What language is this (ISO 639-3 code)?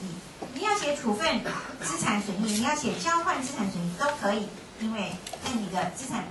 zho